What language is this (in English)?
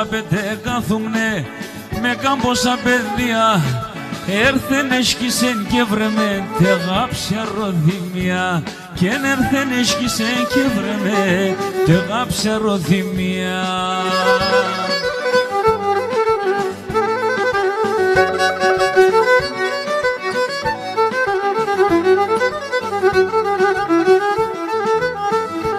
Pontic